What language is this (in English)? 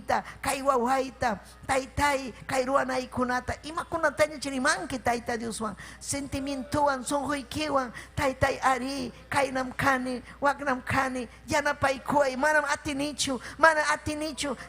Ayacucho Quechua